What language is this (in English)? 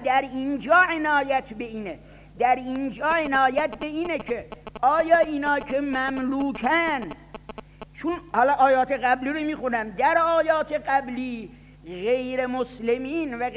Persian